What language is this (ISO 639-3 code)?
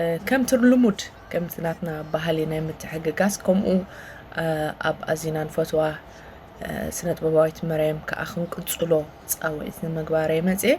tir